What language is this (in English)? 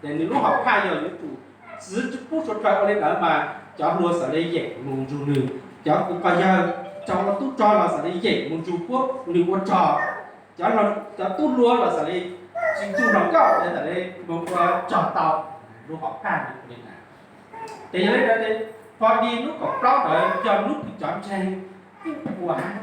Hmong